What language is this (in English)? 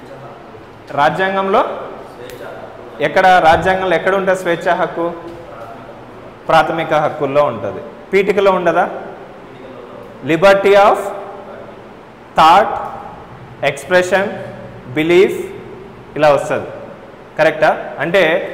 Telugu